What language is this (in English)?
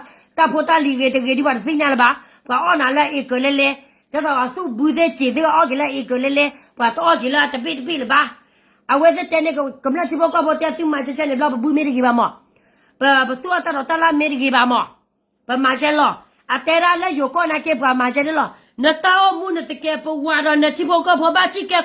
S'gaw Karen